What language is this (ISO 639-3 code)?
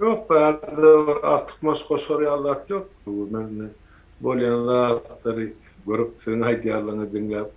tuk